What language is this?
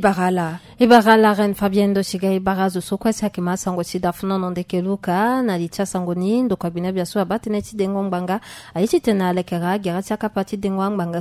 Sango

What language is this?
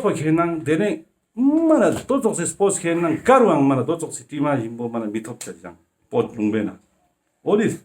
Ladakhi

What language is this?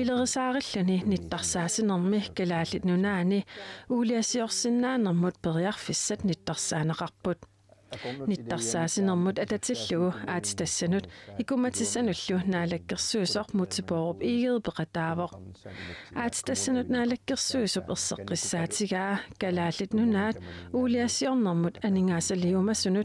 Kalaallisut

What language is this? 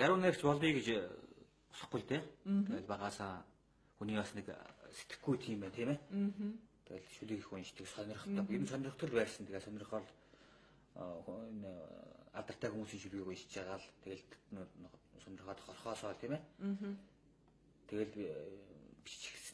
Mongolian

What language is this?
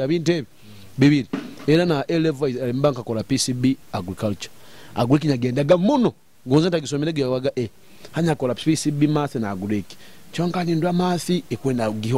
Nyoro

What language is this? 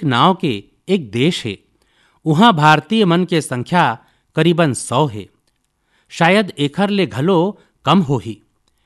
Chhattisgarhi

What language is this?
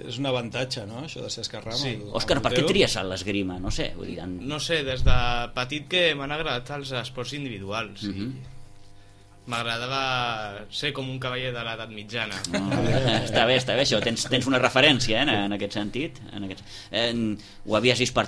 Catalan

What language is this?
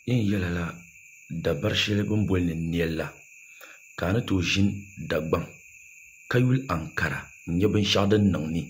Dagbani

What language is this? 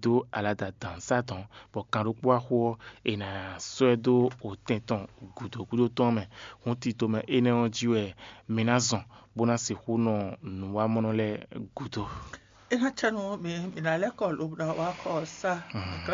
Fon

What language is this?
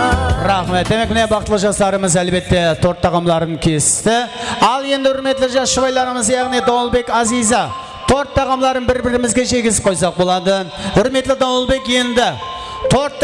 Kara-Kalpak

